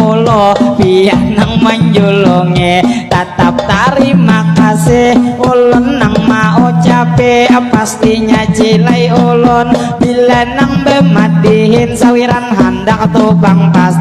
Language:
Banjar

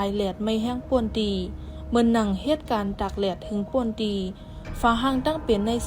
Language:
Shan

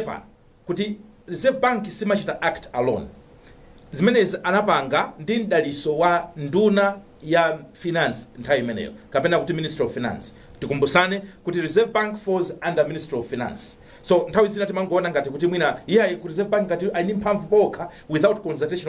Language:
Nyanja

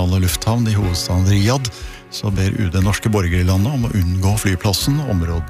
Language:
Norwegian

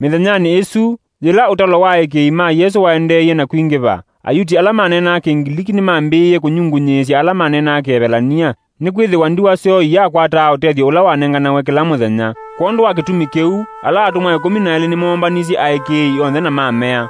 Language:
Kamba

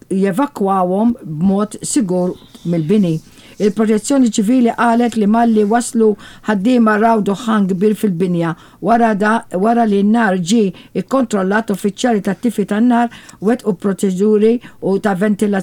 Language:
Maltese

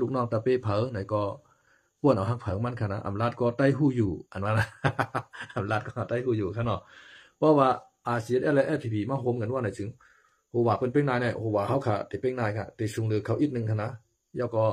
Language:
Shan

